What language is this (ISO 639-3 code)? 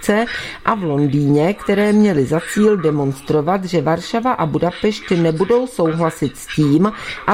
ces